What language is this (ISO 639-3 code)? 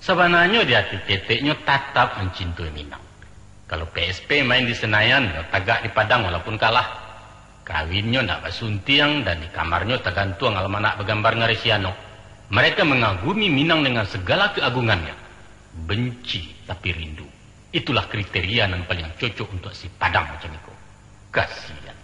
min